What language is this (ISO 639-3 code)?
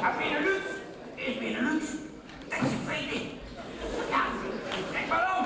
lim